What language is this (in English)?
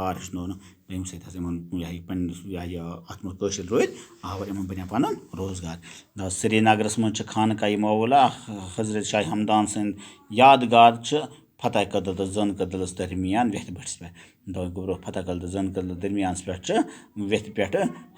Kashmiri